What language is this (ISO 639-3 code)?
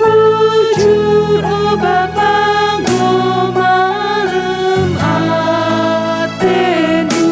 btx